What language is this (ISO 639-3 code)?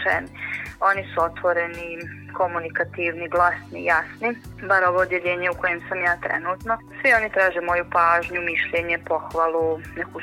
bos